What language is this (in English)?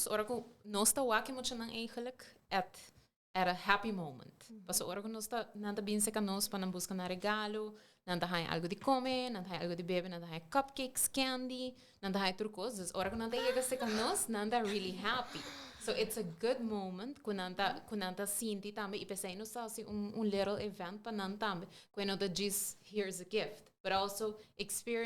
Papiamento